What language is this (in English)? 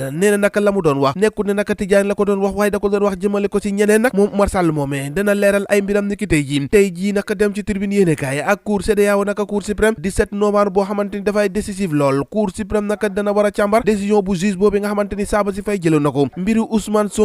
Wolof